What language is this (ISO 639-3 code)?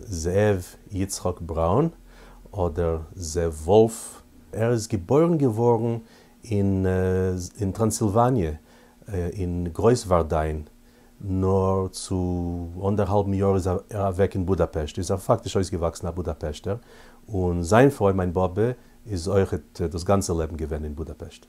yid